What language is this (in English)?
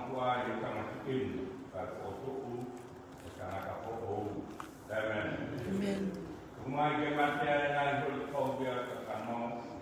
Tongan